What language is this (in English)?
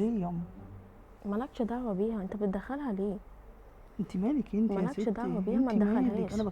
Egyptian Arabic